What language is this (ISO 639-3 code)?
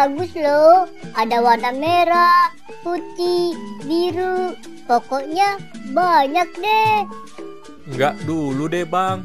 bew